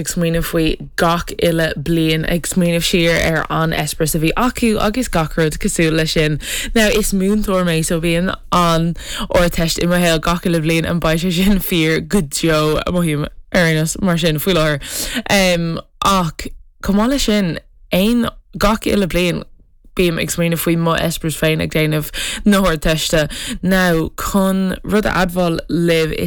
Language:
Irish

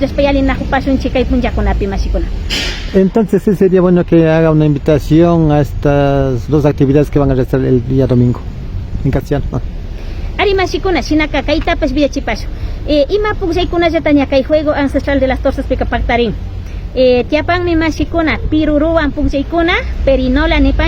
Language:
Imbabura Highland Quichua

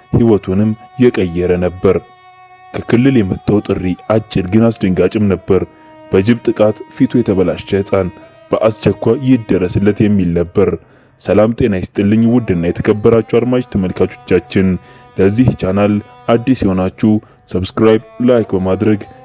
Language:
Amharic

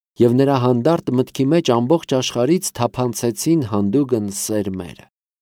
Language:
Armenian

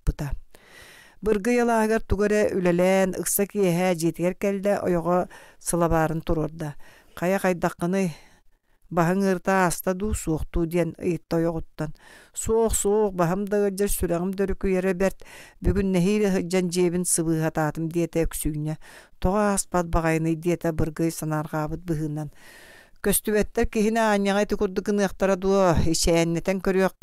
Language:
Yakut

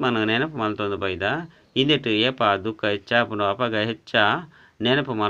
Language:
Tulu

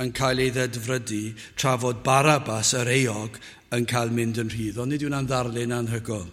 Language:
Welsh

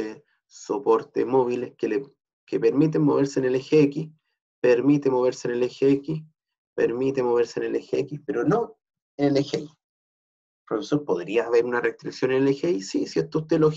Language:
Spanish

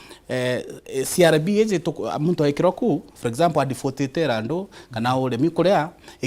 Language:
Meru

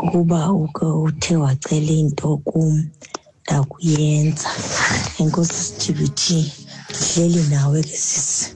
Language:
Xhosa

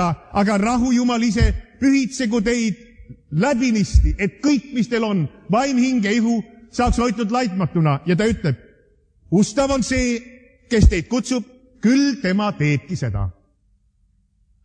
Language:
Estonian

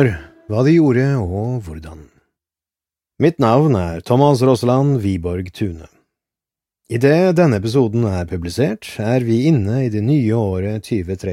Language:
Norwegian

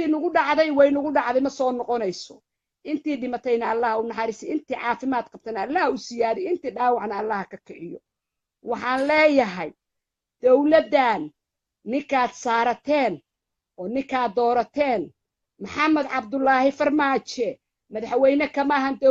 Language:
Somali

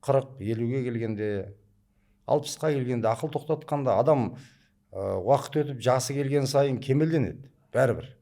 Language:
Kazakh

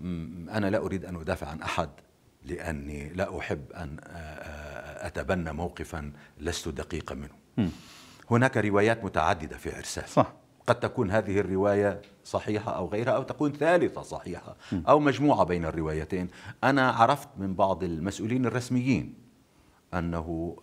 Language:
North Levantine Arabic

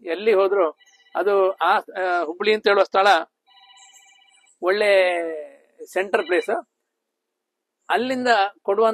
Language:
Kannada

